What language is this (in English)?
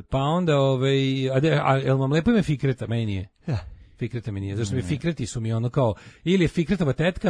Serbian